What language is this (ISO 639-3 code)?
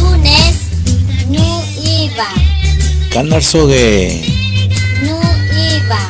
cuk